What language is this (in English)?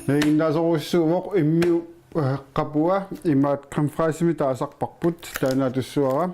Kalaallisut